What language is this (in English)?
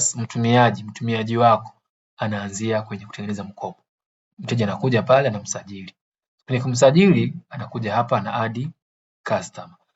Swahili